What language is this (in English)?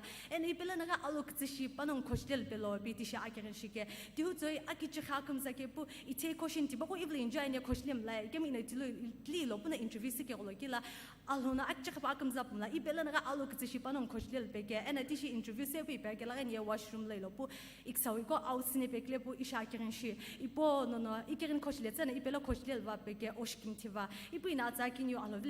Sumi Naga